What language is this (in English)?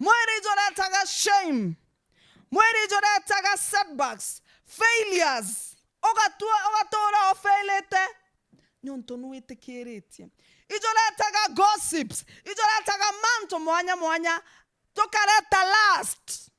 Meru